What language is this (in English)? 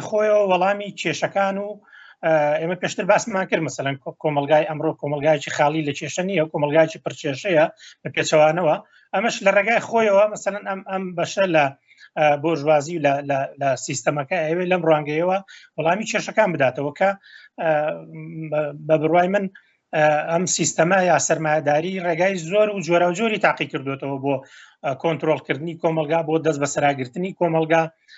Central Kurdish